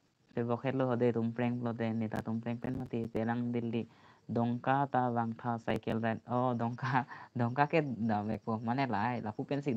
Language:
Karbi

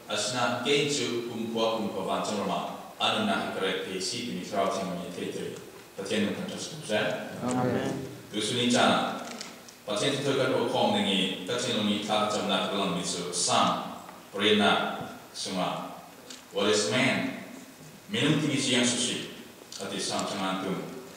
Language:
Falam Chin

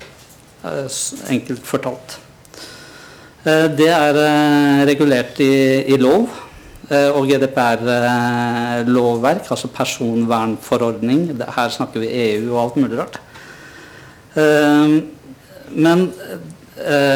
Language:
Norwegian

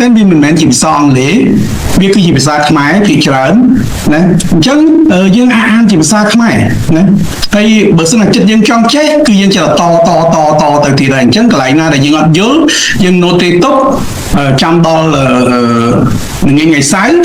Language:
Khmer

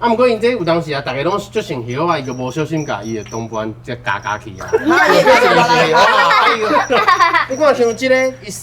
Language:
Min Nan Chinese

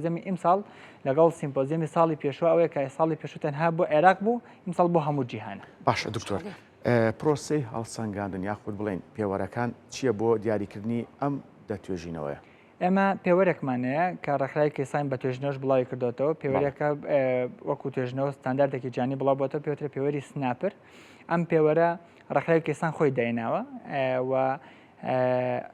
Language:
Central Kurdish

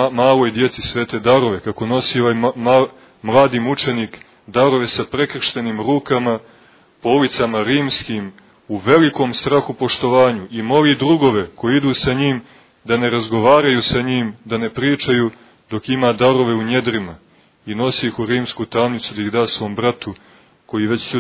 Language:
Serbian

